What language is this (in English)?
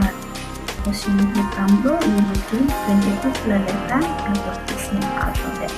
Tok Pisin